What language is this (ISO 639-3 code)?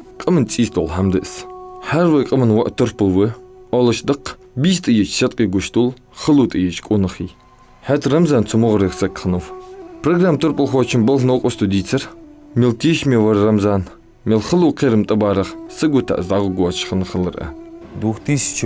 inh